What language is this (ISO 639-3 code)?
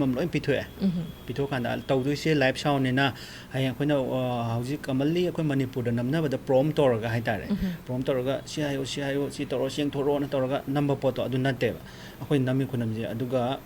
mni